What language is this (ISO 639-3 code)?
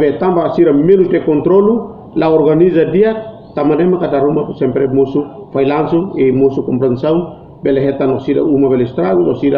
tet